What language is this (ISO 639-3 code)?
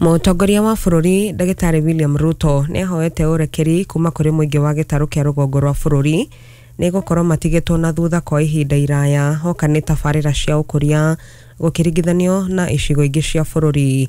kik